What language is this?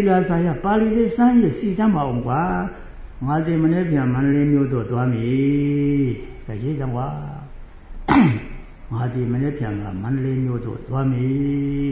Burmese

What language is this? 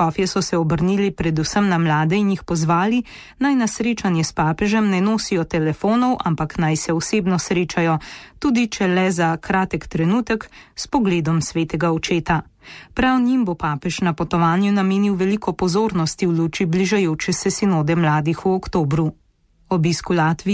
Slovenian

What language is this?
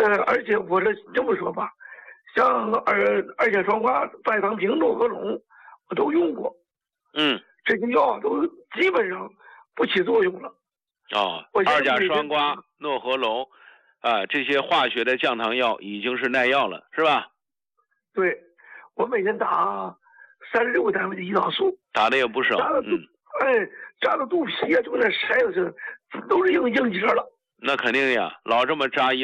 Chinese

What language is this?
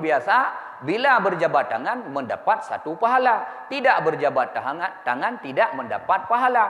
Achinese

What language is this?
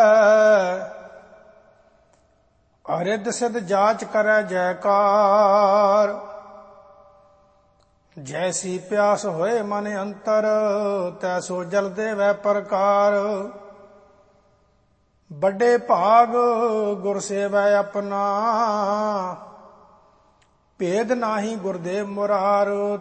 Punjabi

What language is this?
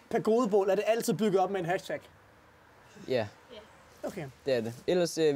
Danish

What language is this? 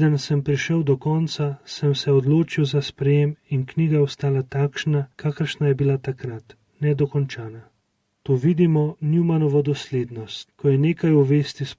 Slovenian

